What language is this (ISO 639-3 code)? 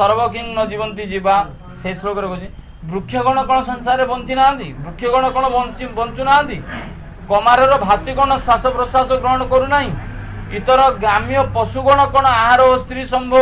ori